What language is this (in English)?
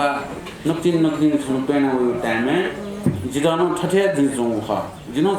Newari